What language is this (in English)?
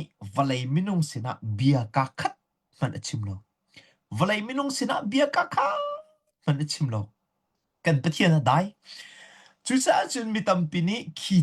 Hakha Chin